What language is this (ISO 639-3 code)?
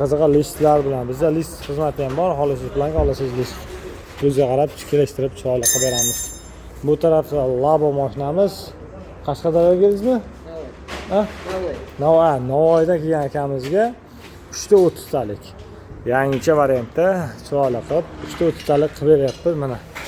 uzb